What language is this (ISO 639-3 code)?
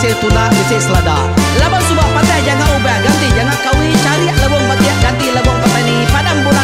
iba